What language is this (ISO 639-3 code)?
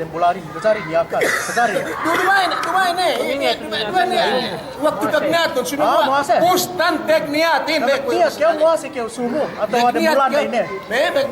yka